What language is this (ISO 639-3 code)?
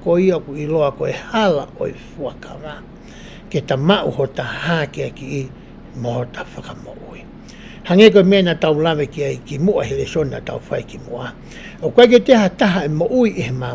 ton